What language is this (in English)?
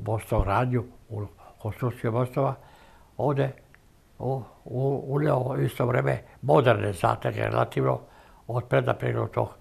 Serbian